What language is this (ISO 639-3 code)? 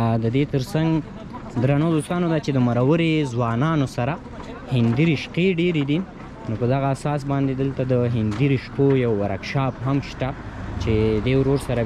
pus